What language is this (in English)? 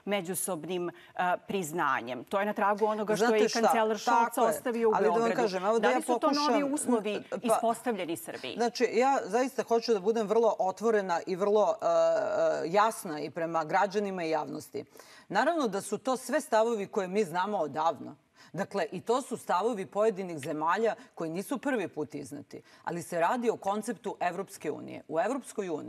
Serbian